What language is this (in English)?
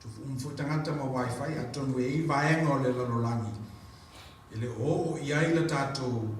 Samoan